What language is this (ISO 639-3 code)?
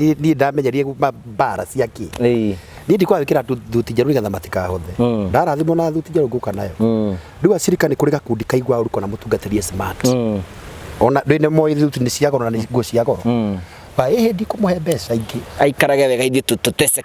kik